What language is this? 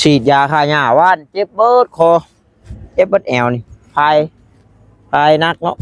Northeastern Thai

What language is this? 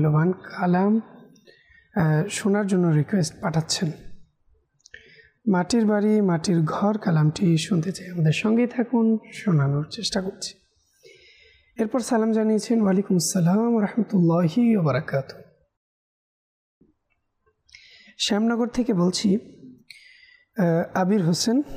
Bangla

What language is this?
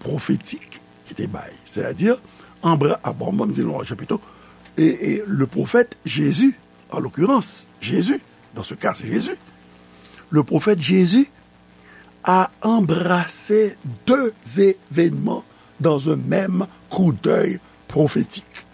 Haitian Creole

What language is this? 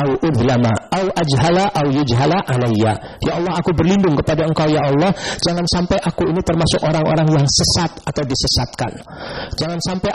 Indonesian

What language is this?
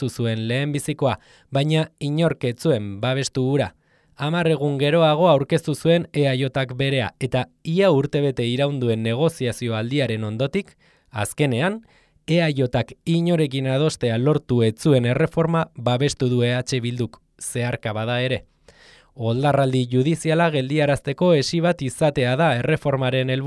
Basque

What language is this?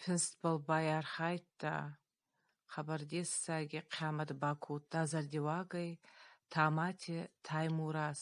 Ossetic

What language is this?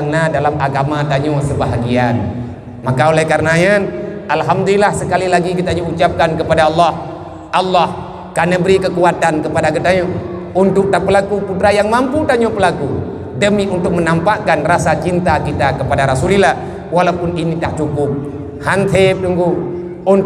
Achinese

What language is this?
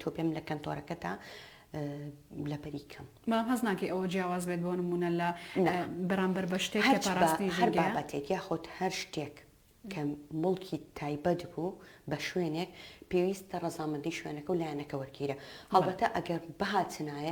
Central Kurdish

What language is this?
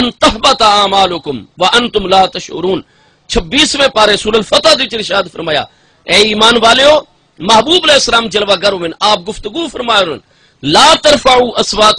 Saraiki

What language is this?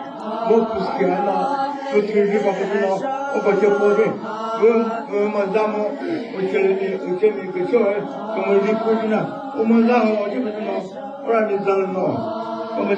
Chokri Naga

